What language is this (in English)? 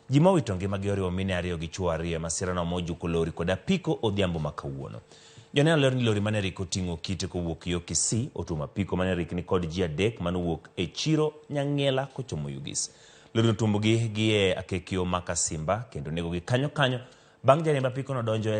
Luo (Kenya and Tanzania)